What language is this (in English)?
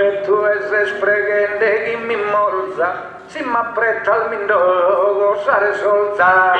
Sardinian